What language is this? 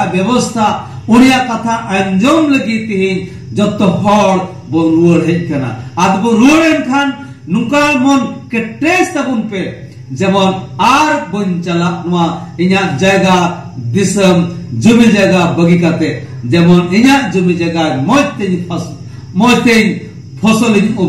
Santali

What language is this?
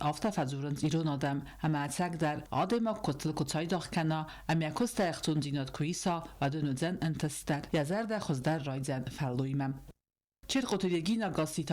Ossetic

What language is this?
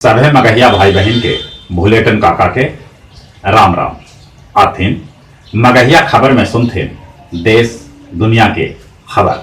Magahi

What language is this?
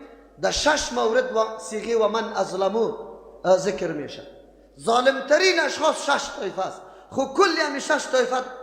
Persian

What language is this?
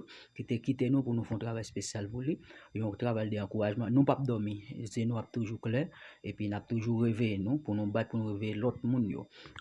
Haitian Creole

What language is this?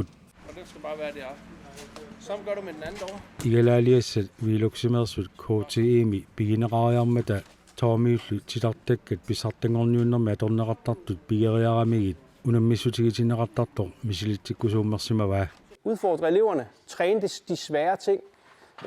Kalaallisut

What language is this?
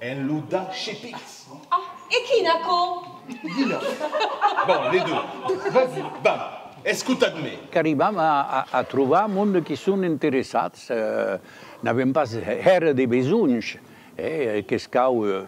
Occitan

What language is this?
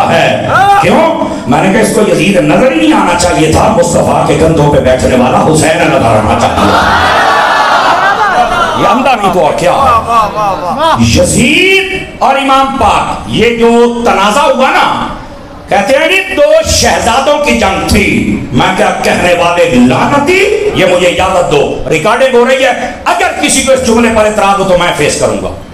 Urdu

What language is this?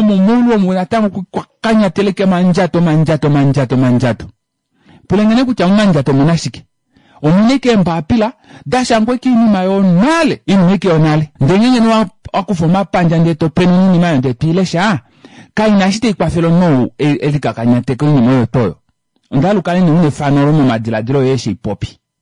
Kuanyama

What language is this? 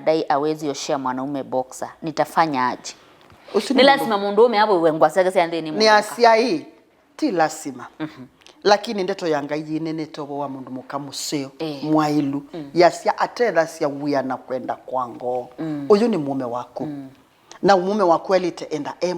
Kamba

